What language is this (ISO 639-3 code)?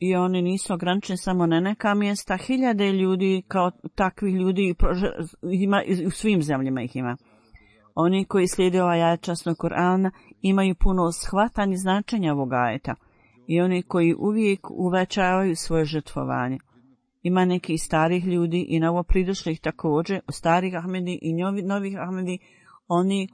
bos